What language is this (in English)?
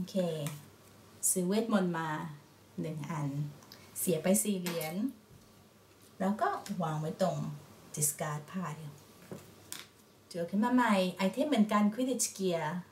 Thai